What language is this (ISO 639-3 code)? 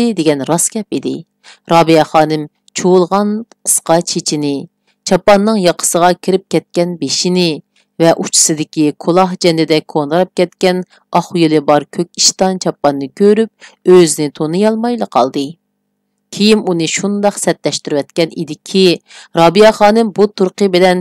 uig